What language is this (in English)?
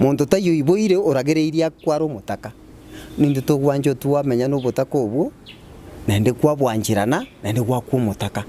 Gusii